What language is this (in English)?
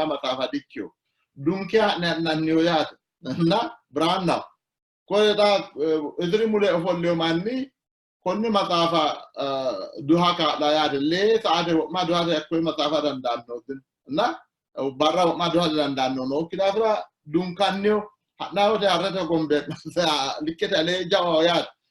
Sidamo